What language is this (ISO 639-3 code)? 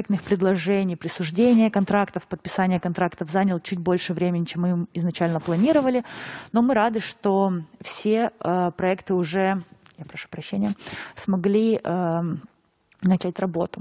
rus